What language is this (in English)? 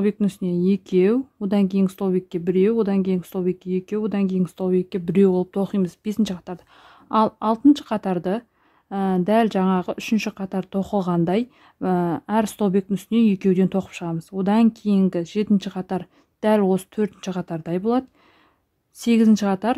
Kazakh